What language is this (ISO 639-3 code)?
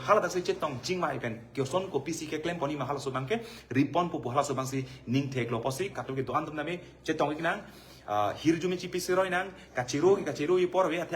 mjw